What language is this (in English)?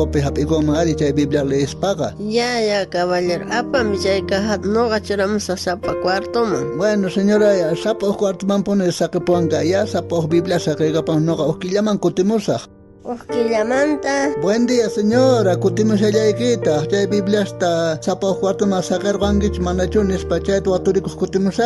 South Bolivian Quechua